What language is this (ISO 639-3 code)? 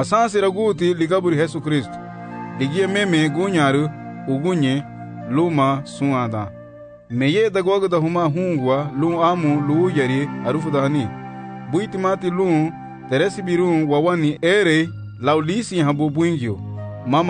cab